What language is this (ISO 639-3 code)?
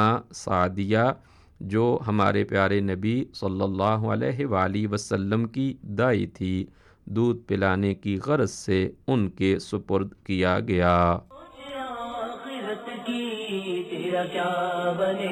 urd